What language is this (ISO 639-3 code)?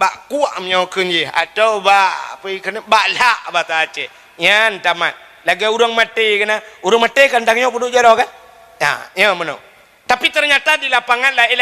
ace